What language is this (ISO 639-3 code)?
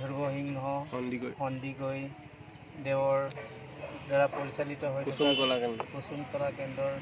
asm